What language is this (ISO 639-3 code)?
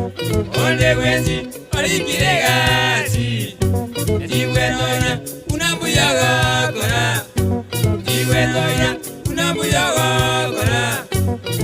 guz